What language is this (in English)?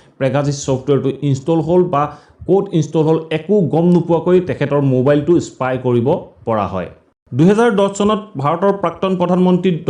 Assamese